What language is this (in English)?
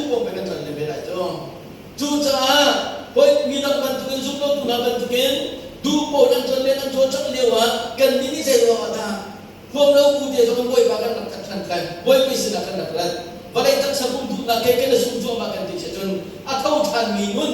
Hakha Chin